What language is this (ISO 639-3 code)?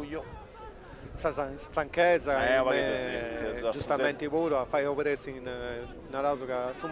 srd